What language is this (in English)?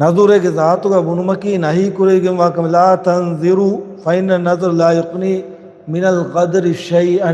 Divehi